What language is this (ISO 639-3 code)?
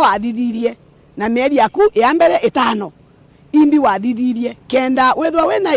mer